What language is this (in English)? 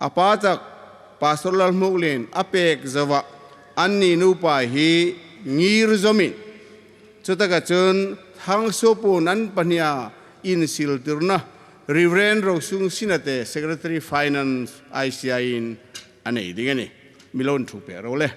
Hmar